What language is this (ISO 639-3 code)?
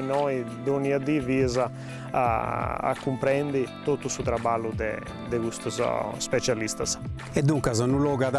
srd